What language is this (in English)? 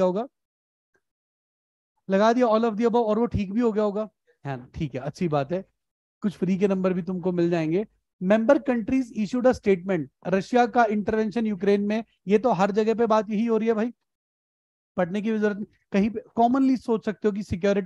Hindi